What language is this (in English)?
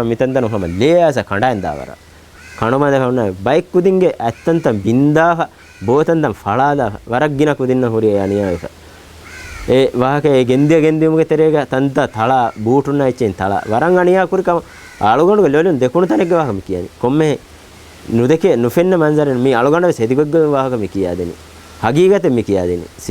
Divehi